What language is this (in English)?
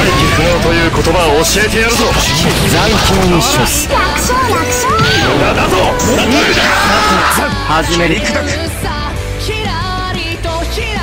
Japanese